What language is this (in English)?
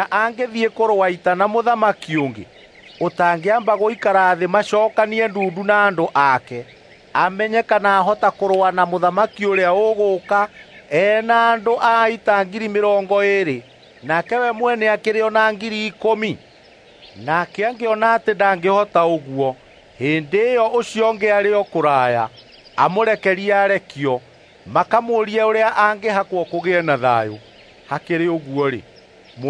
Kikuyu